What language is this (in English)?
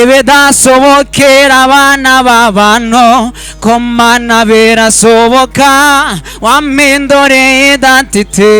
Kinyarwanda